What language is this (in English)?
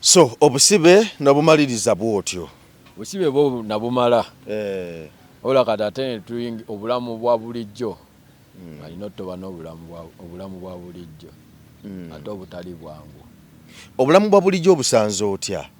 Ganda